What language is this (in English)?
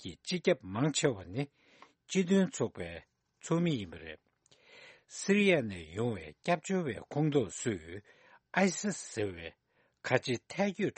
Tibetan